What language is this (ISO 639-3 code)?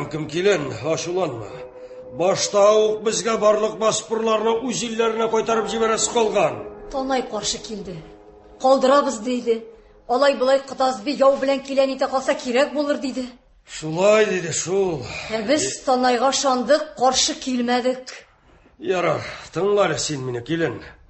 tat